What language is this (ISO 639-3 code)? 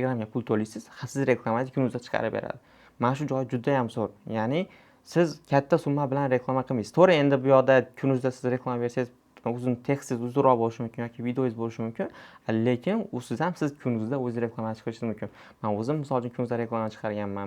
uzb